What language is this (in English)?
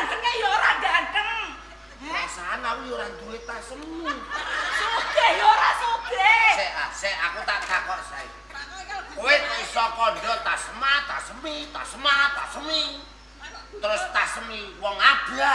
Javanese